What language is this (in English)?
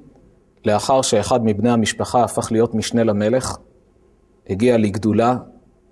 Hebrew